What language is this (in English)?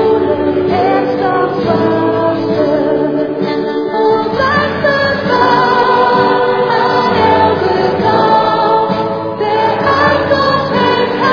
Dutch